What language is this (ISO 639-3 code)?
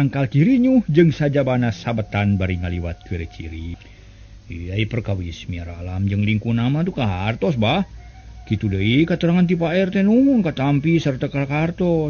sun